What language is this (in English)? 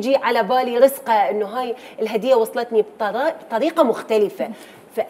Mesopotamian Arabic